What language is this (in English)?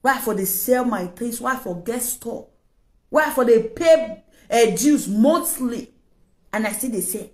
Nigerian Pidgin